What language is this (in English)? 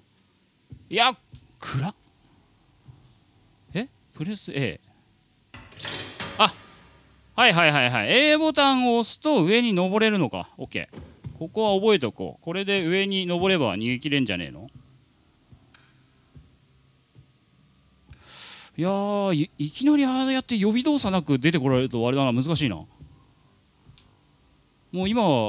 Japanese